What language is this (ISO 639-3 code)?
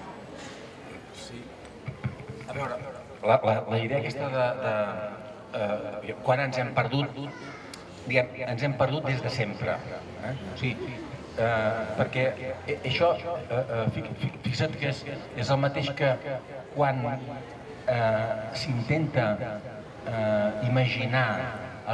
cat